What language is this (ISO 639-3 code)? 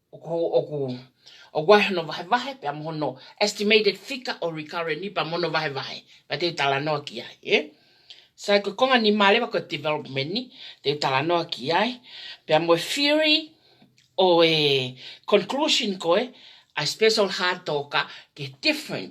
ton